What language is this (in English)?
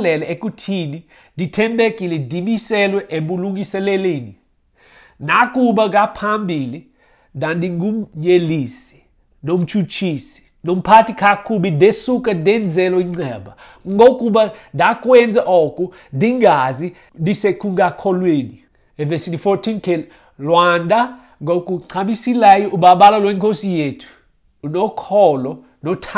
Xhosa